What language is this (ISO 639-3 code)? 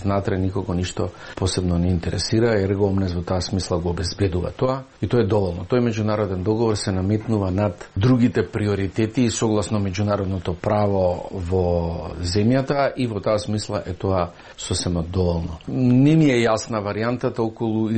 mkd